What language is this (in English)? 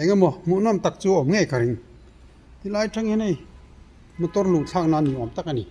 Mizo